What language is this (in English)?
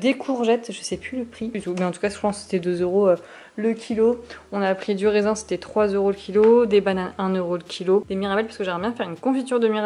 French